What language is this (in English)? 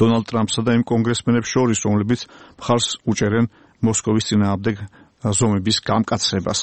Georgian